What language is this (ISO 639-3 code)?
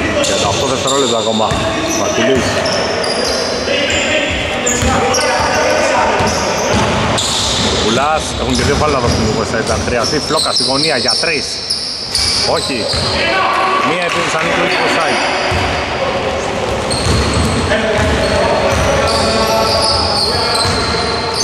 ell